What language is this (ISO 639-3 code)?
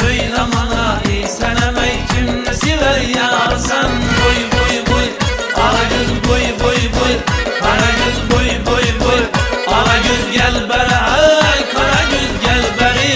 kaa